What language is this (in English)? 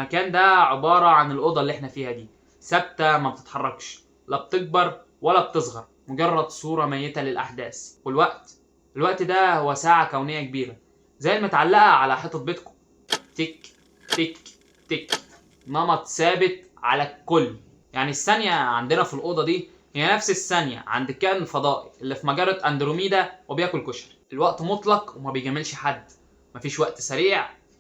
Egyptian Arabic